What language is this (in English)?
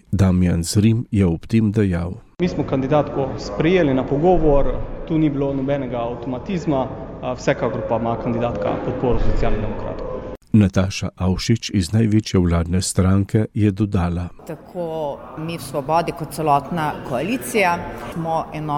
Slovenian